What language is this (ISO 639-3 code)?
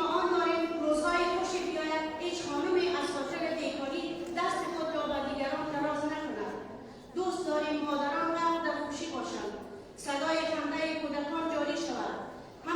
fas